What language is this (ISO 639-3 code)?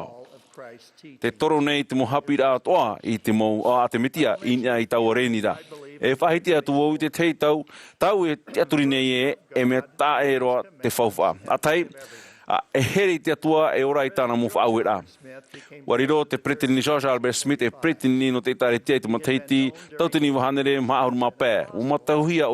tah